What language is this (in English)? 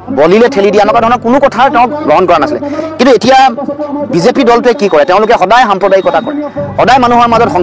Assamese